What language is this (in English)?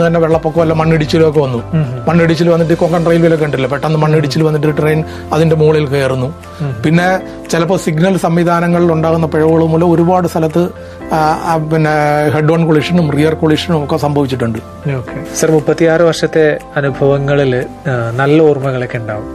Malayalam